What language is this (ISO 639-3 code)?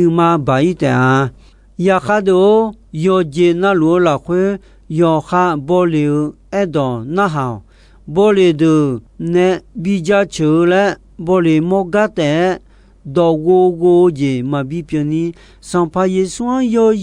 ahk